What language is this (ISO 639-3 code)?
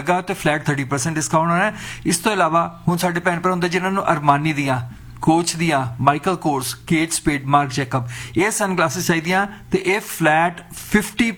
pan